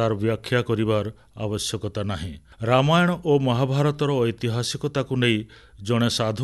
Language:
Odia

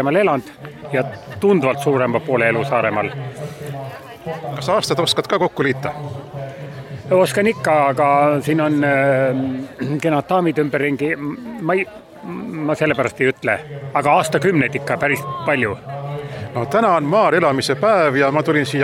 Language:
Estonian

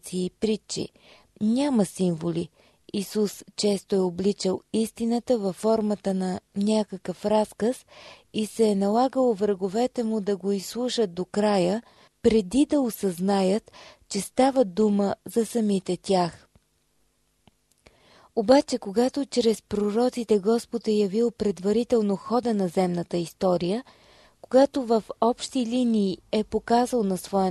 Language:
Bulgarian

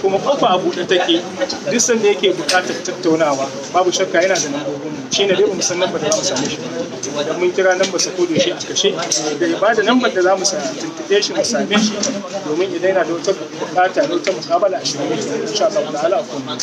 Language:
Hausa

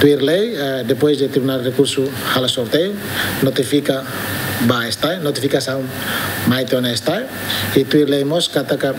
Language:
Tetum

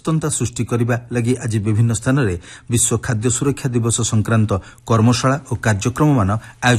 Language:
Odia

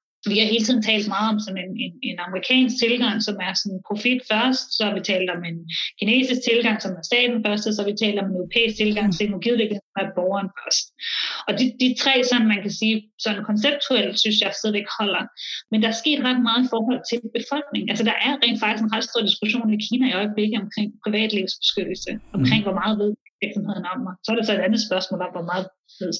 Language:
Danish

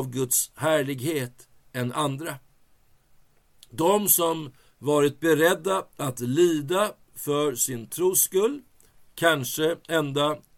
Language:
Swedish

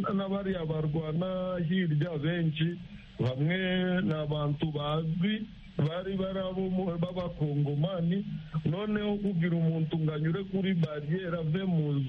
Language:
Kinyarwanda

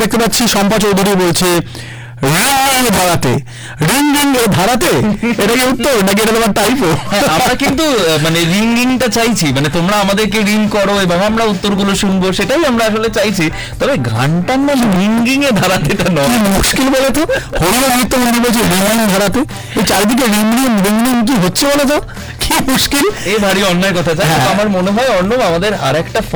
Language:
Bangla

